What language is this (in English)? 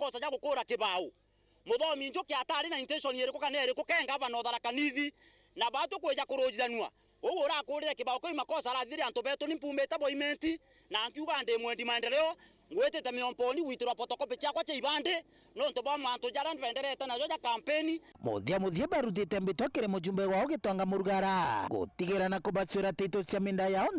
Meru